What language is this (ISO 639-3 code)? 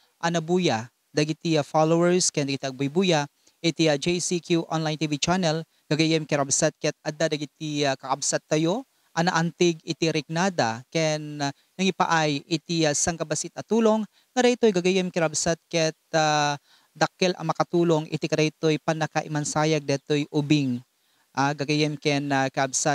ilo